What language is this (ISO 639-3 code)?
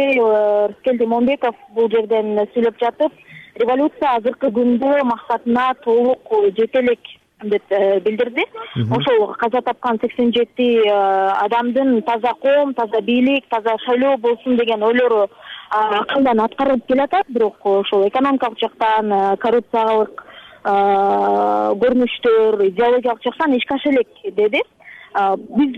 kir